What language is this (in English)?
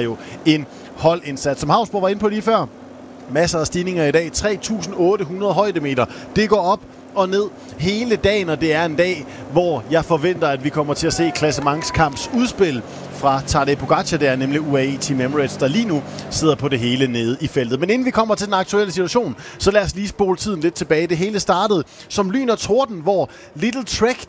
Danish